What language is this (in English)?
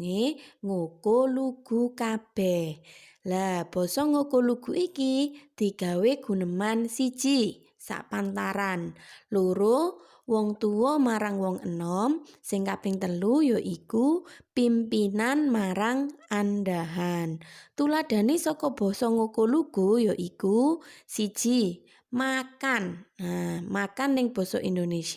Javanese